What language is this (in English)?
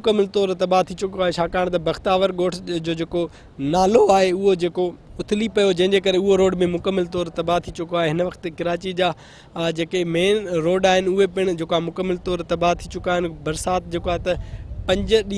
Sindhi